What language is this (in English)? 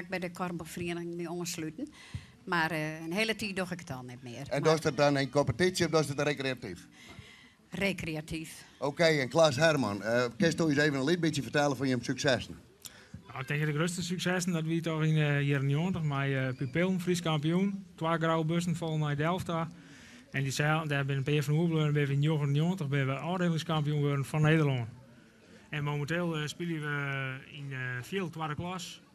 Western Frisian